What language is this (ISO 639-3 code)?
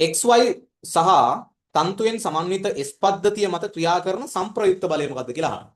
sin